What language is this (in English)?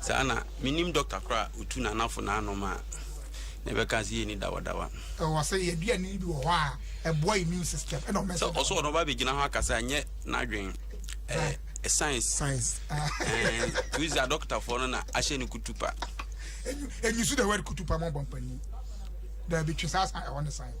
Akan